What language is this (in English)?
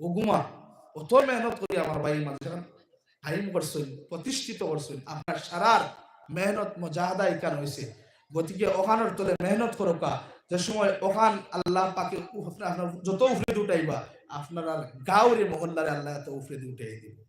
Sylheti